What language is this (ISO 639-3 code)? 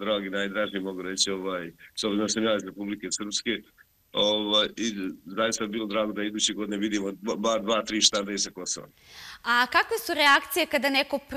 srp